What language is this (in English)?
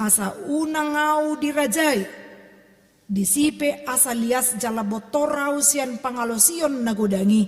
Batak Toba